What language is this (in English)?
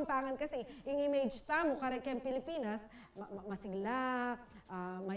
Pampanga